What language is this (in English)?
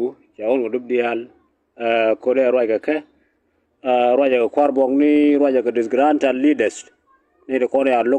Nuer